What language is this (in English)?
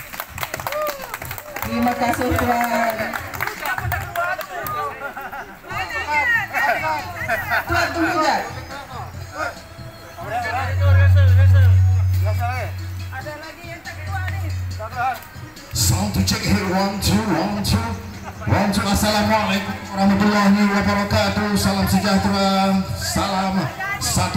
Malay